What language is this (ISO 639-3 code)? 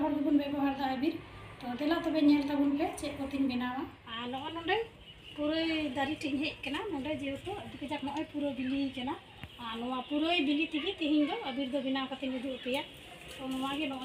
sat